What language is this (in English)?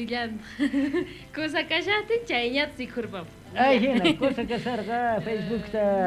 South Bolivian Quechua